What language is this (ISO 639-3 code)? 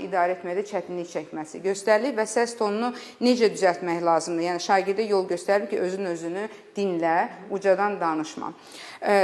aze